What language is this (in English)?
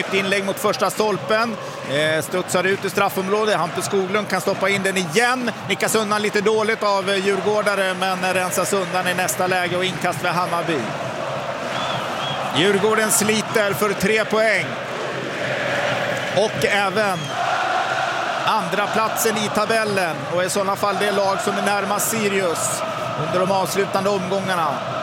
Swedish